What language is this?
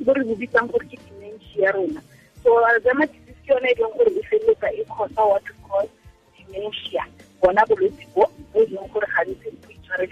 Tswana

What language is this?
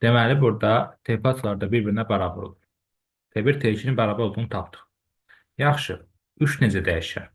Azerbaijani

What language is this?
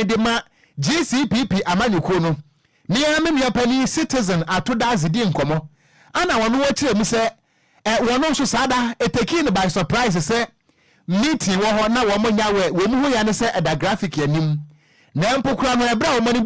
Akan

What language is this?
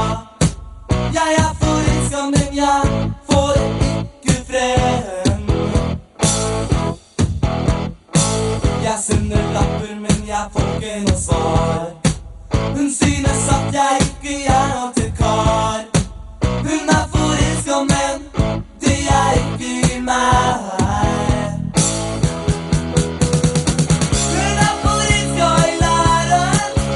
Norwegian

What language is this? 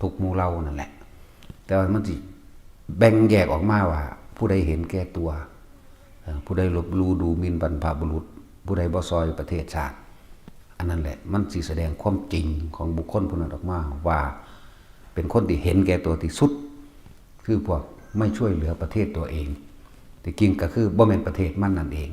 Northeastern Thai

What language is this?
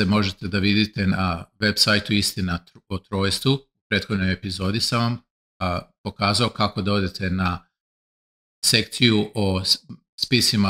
Serbian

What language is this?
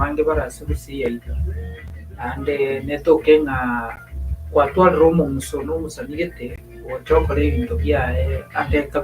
Gusii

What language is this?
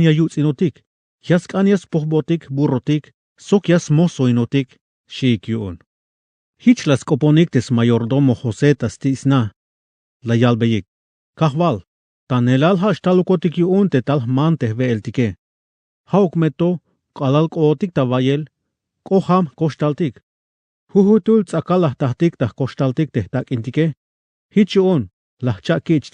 Tzeltal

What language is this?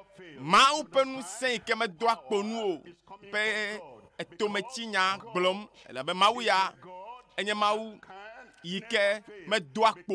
Ewe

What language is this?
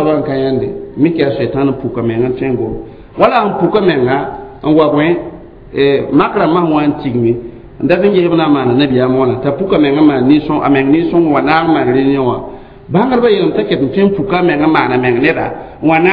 Mossi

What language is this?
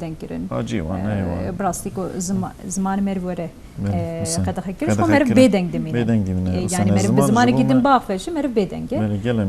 Kurdish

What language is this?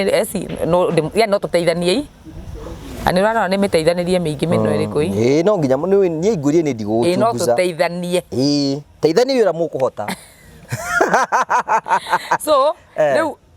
Kikuyu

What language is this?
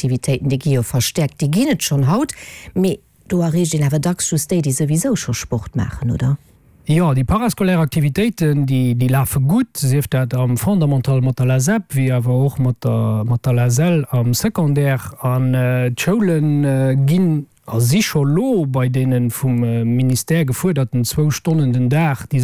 Luxembourgish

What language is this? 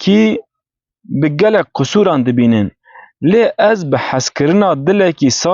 Kurdish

